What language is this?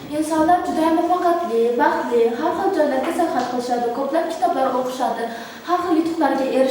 Uzbek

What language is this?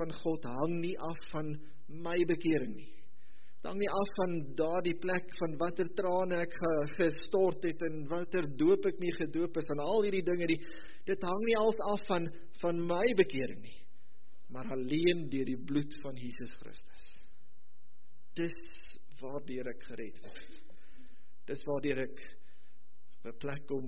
Afrikaans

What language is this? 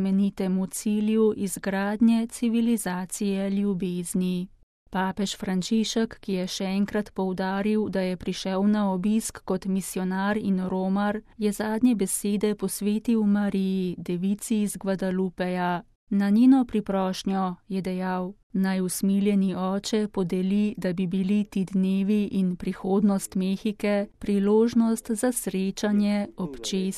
Slovenian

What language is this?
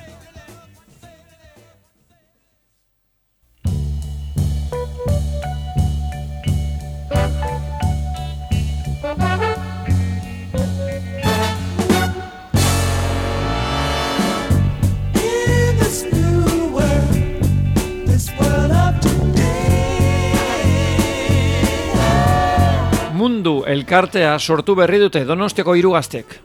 Basque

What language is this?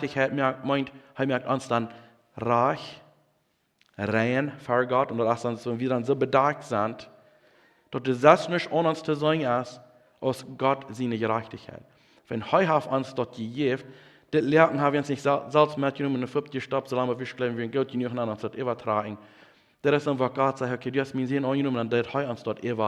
Plautdietsch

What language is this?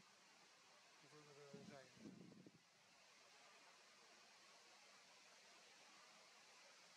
Dutch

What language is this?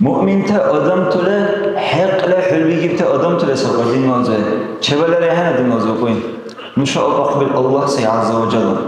Dargwa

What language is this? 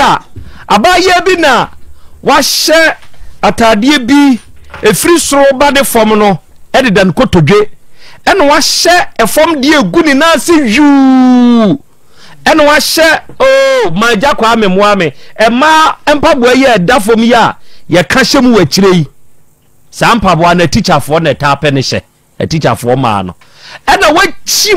Akan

